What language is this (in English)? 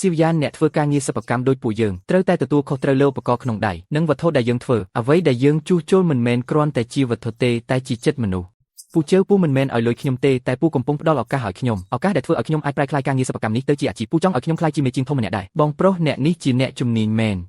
Khmer